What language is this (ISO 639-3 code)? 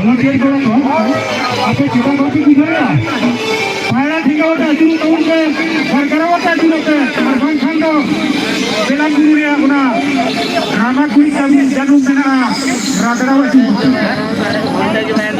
sat